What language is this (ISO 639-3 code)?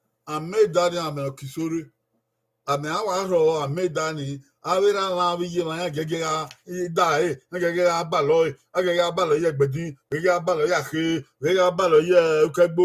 bin